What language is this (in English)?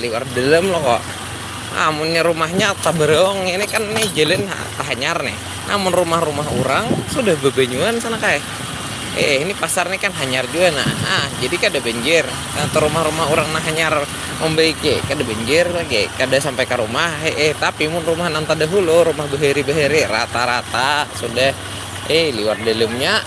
Banjar